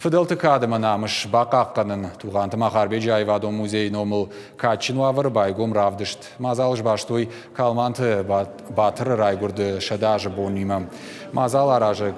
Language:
Ossetic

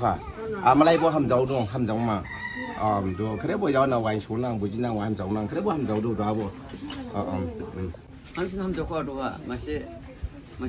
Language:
Dimasa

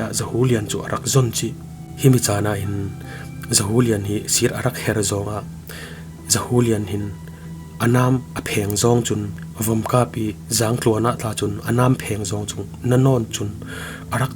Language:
Falam Chin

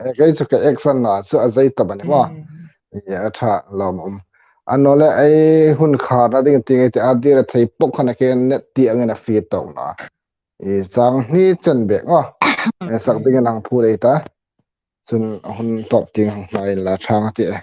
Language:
Hmar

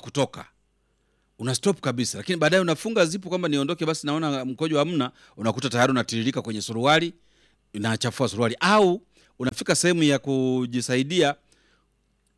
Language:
Swahili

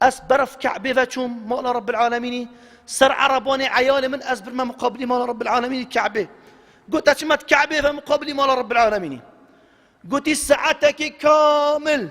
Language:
Kurdish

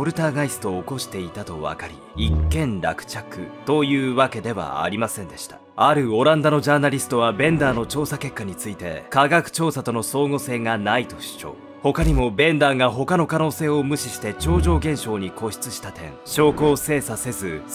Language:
Japanese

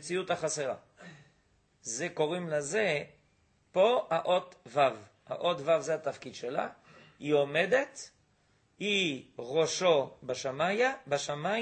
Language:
Hebrew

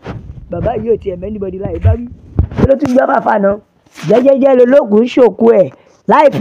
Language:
Yoruba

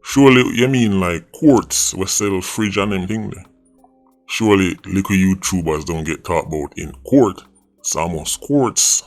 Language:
Jamaican Creole English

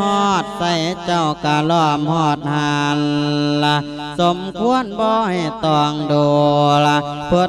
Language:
Lao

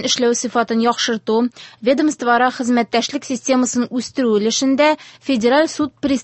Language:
Tatar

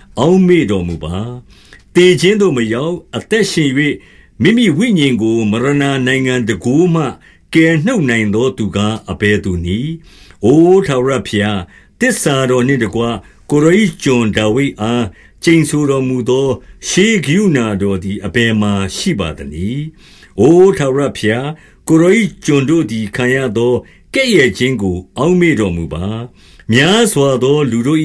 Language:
Burmese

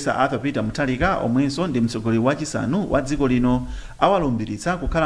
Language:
Nyanja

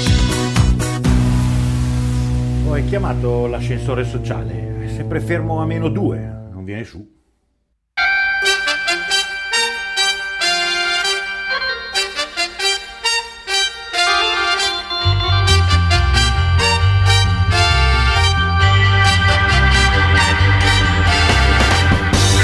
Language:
Italian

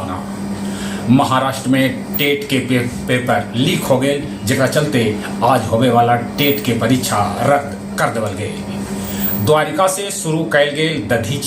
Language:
Magahi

